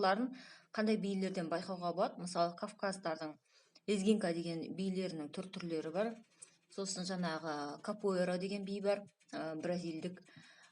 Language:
Kazakh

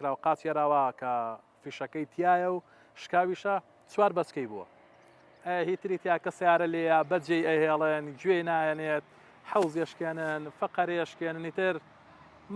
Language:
Central Kurdish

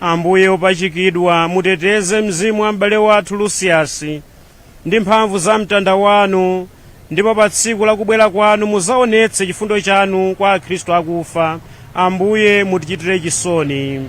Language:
Nyanja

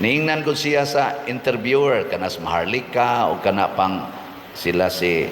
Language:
Cebuano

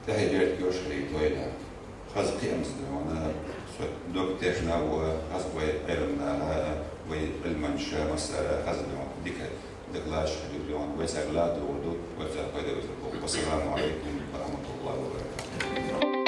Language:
Chechen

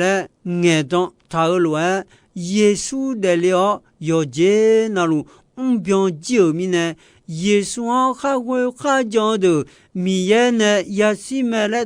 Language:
Akha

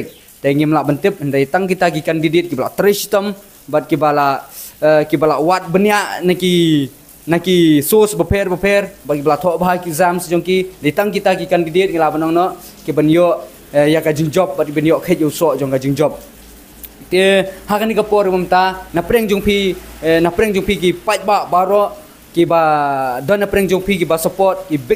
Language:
Khasi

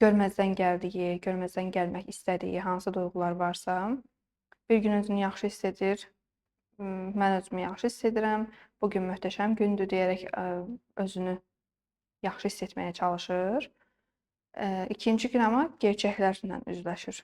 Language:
Azerbaijani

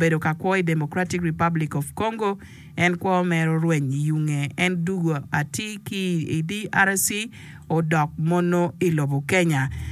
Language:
Acoli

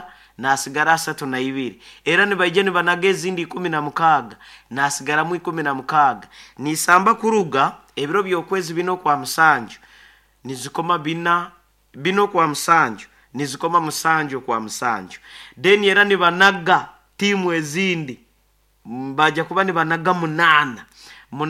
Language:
Nyoro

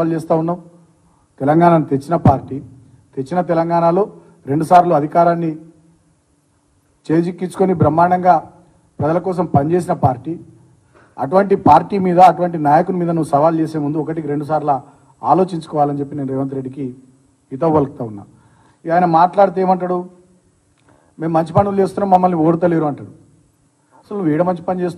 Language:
Telugu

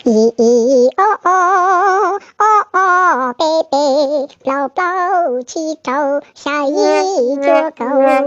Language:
Hmong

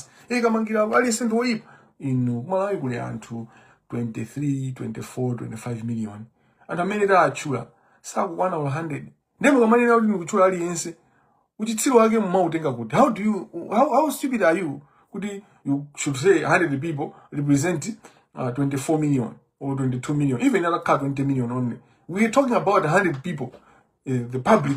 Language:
Nyanja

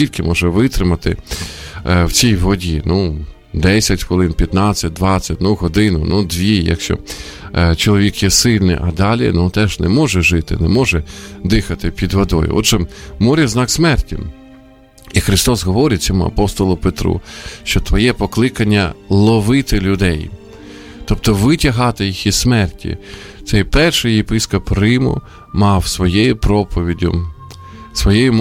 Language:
Ukrainian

